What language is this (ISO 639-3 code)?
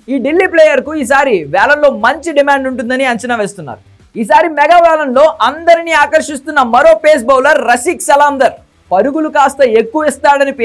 tel